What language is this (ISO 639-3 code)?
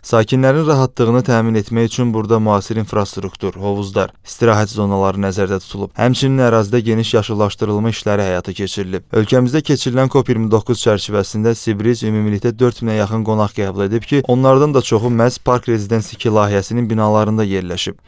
aze